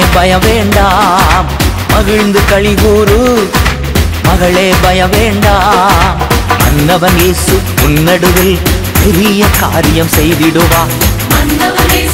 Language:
Tamil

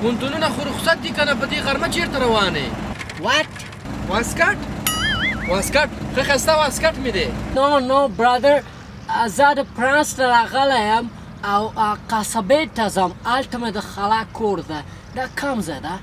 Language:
Pashto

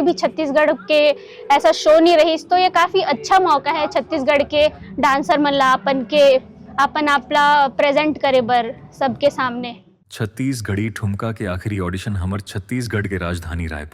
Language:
Chhattisgarhi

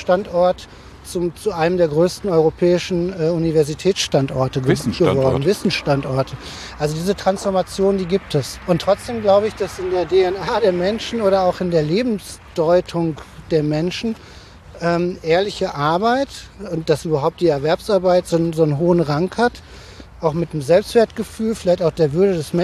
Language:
German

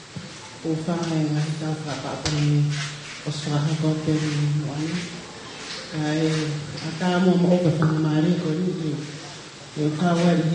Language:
Tongan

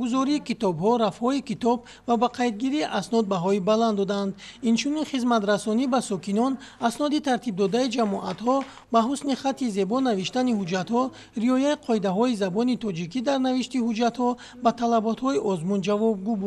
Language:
Tajik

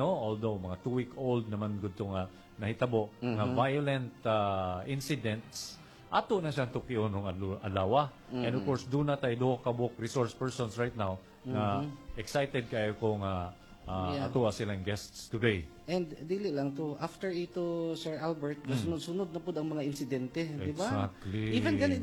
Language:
Cebuano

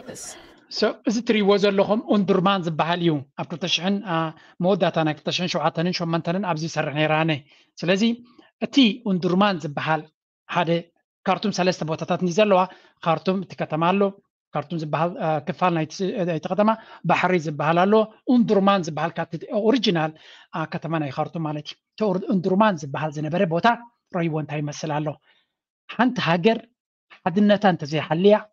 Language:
Tigrinya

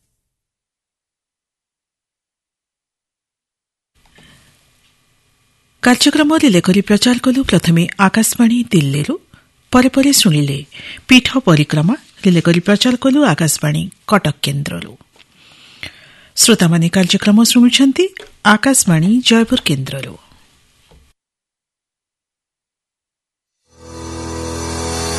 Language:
Odia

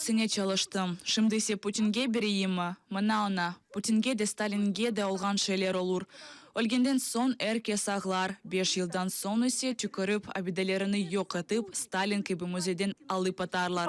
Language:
Crimean Tatar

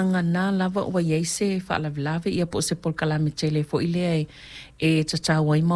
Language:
Samoan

